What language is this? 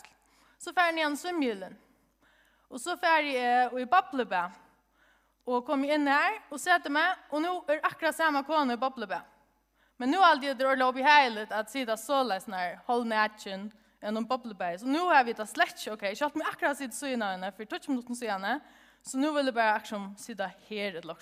Faroese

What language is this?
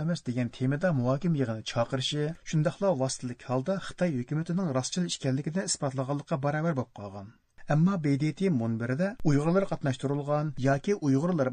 Uyghur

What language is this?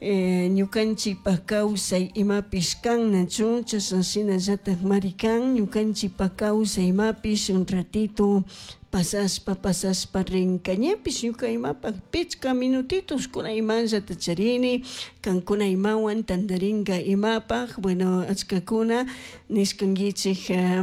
Chimborazo Highland Quichua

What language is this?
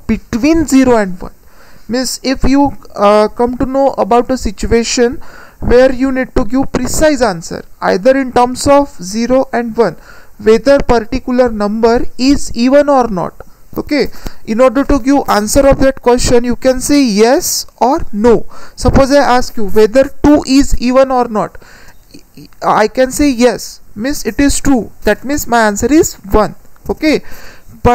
English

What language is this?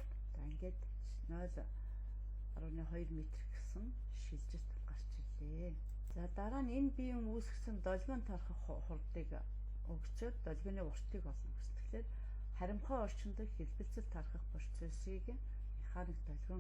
Mongolian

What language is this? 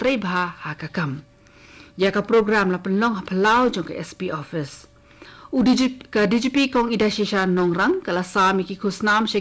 Khasi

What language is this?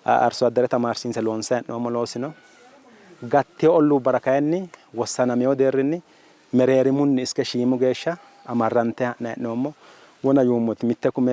Sidamo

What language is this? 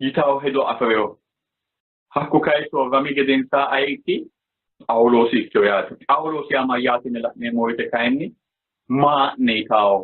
Sidamo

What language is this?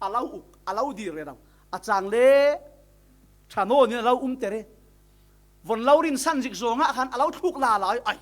Falam Chin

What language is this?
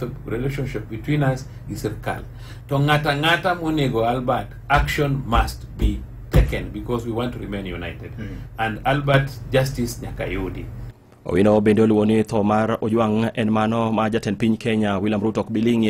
Luo (Kenya and Tanzania)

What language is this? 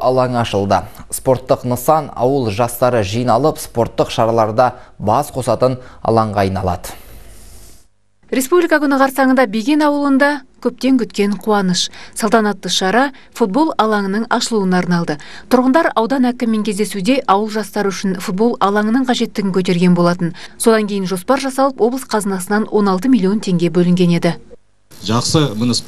Kazakh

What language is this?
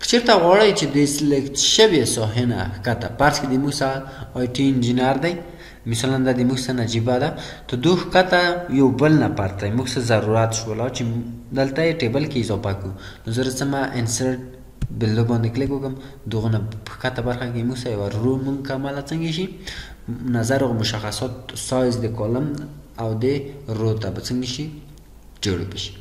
Pashto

